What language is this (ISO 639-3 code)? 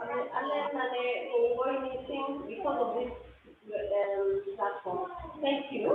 kln